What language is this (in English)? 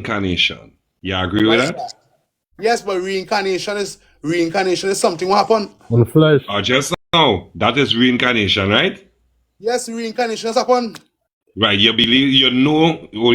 Jamaican Creole English